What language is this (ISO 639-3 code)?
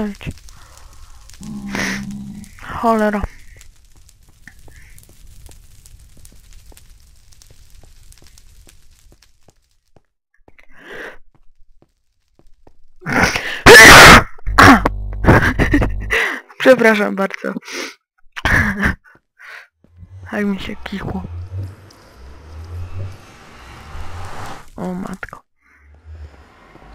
pol